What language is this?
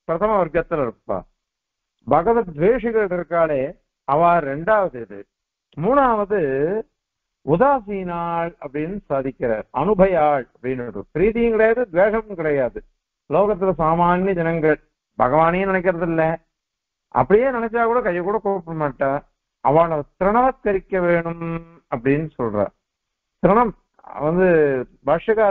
Tamil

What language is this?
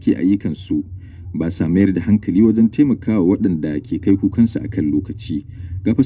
Hausa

